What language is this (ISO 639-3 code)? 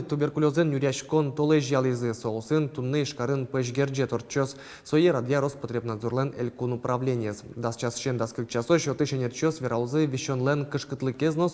udm